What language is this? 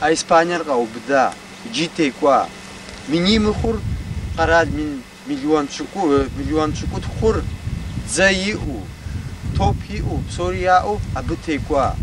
Kabardian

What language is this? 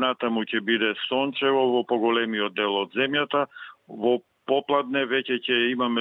Macedonian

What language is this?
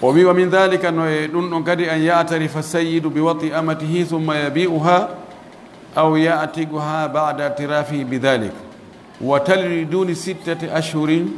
Pular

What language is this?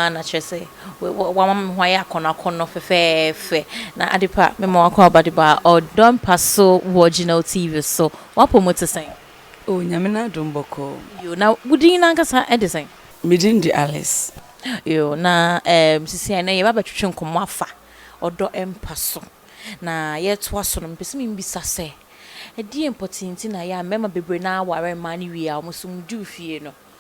Akan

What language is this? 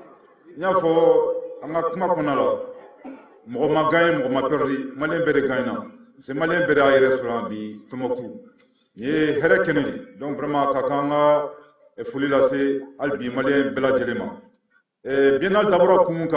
Bambara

